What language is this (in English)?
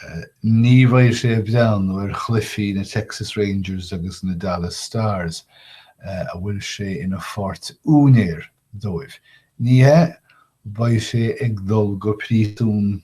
Irish